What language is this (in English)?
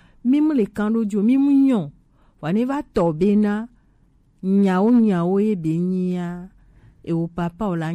Gen